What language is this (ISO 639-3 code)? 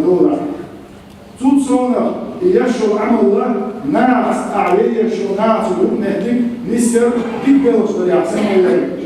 che